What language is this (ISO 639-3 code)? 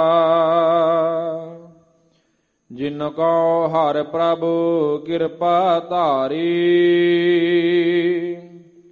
pan